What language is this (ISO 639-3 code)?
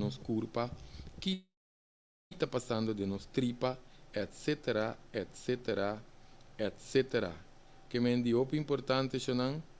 pap